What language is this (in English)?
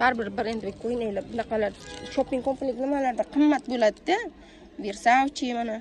Uzbek